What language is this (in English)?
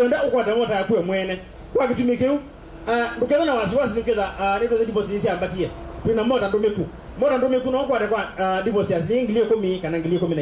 Kamba